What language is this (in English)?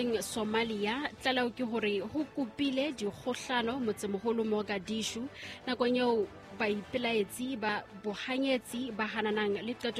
Southern Sotho